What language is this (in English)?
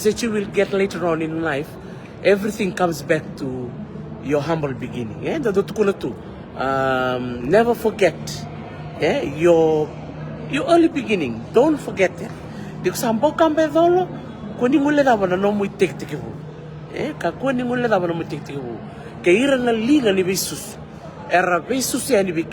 Fijian